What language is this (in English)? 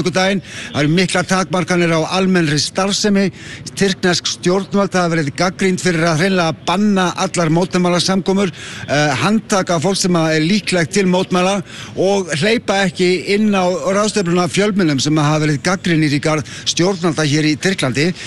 Icelandic